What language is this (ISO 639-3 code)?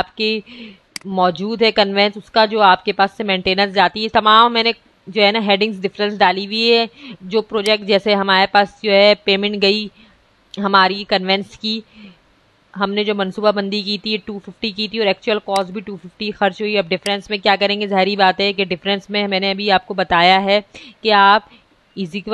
hin